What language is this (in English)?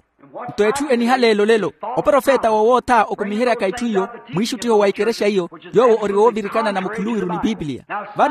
Makhuwa